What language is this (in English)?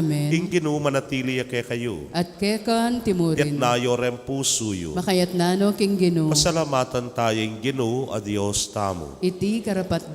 Pampanga